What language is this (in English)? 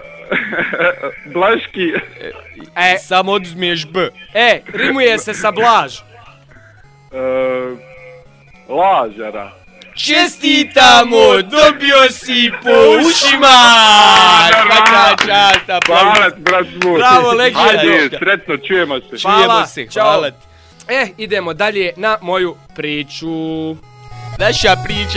Bosnian